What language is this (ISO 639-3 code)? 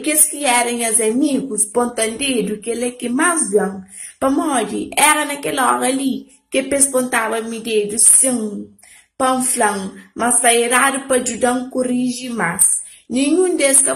kea